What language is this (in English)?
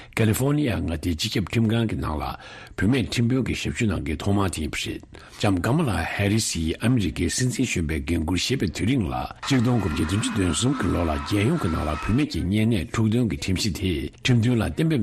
Tibetan